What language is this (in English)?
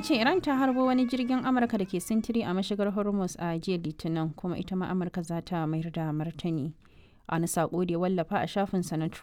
Hausa